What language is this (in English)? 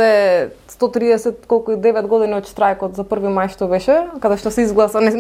Macedonian